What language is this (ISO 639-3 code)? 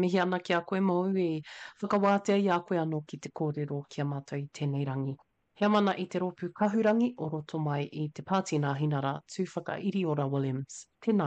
mri